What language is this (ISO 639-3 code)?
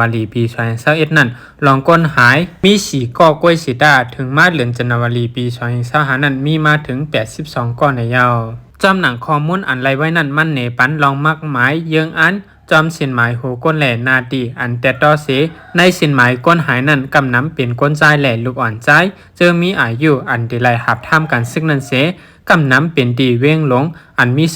shn